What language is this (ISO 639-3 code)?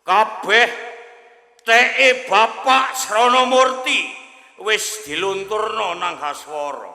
jav